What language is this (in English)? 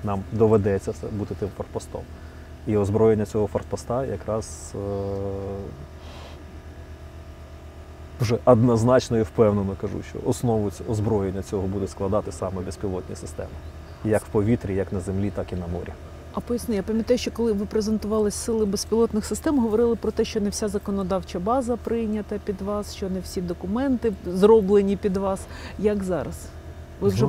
Ukrainian